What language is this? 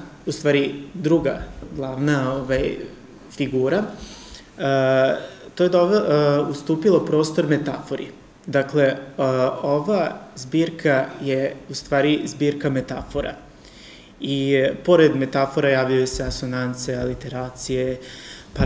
Serbian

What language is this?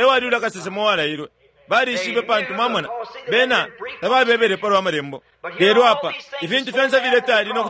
Bemba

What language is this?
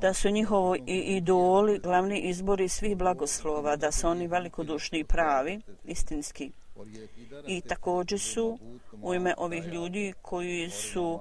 Bosnian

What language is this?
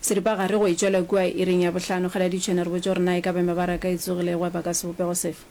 Northern Sotho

